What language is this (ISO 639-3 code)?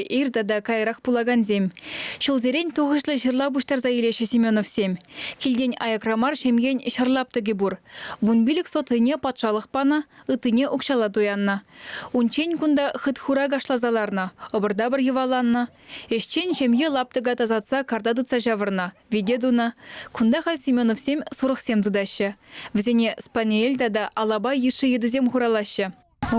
chv